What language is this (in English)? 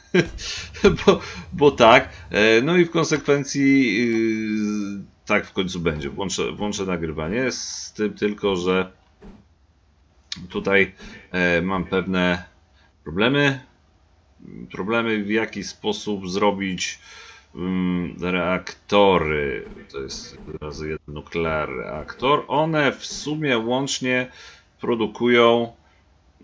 Polish